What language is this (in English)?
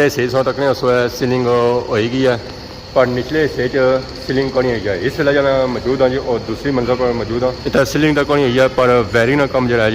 Pahari-Potwari